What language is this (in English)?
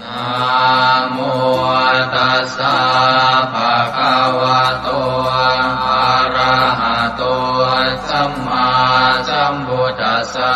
Pali